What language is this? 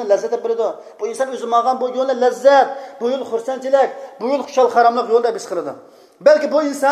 Uyghur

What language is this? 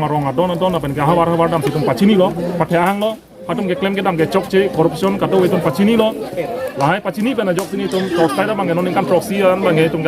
Karbi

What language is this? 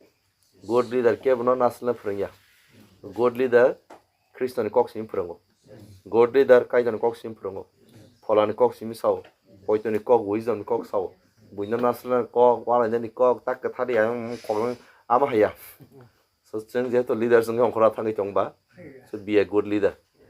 Kok Borok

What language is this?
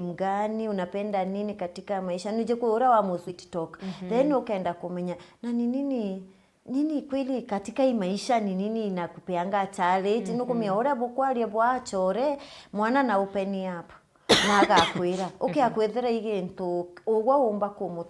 Meru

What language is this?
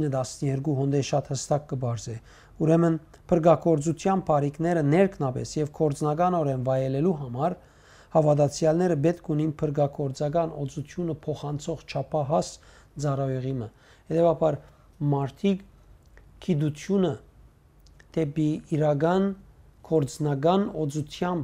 Western Armenian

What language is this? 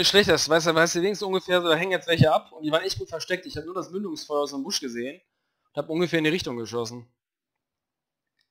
German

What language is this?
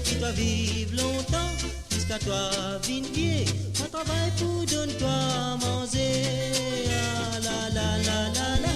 Morisyen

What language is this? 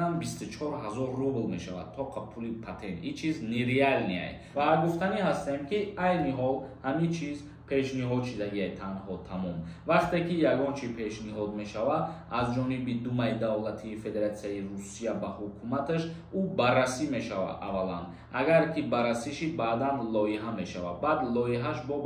Tajik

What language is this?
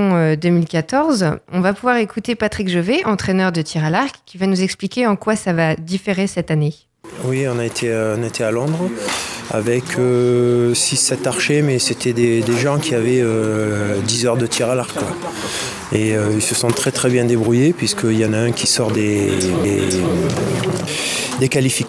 French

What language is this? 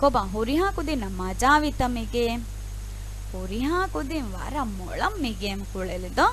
Divehi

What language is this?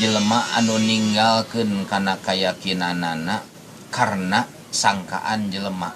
Sundanese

